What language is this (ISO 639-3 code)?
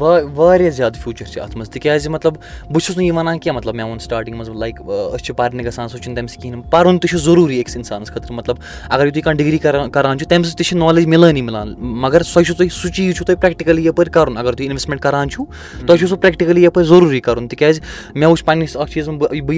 kas